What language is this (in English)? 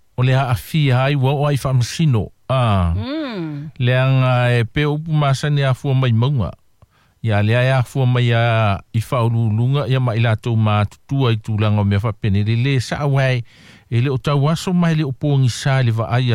Samoan